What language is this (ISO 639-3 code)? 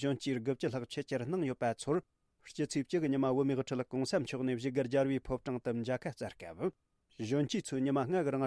bod